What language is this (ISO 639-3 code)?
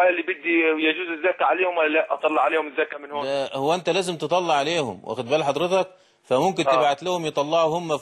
ara